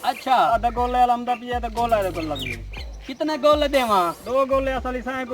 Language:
Saraiki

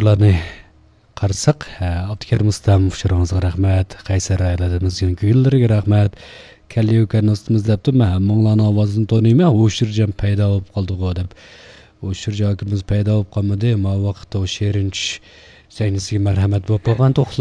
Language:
Uyghur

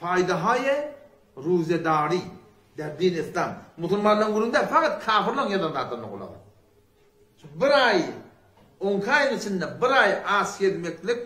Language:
Turkmen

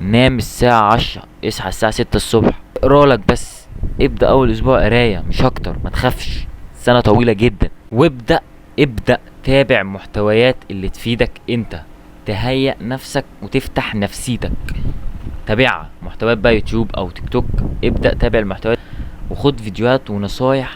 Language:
Egyptian Arabic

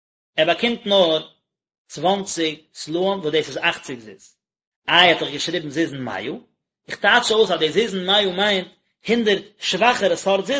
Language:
Yiddish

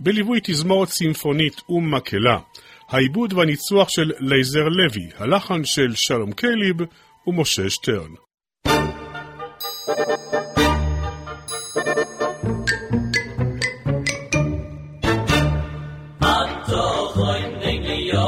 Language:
Hebrew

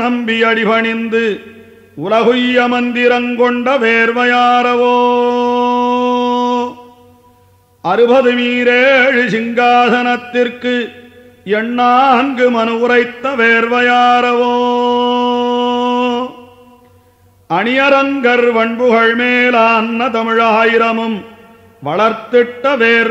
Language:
Tamil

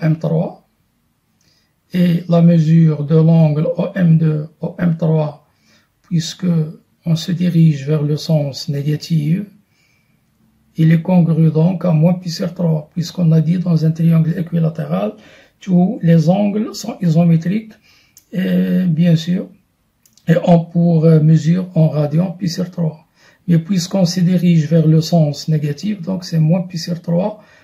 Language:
French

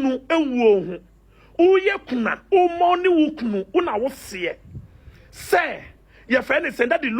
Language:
Akan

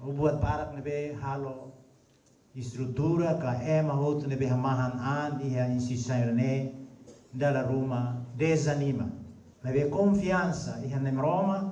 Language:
Tetum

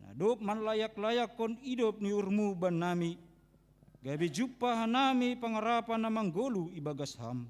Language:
Batak Simalungun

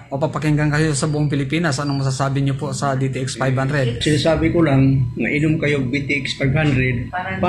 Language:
Filipino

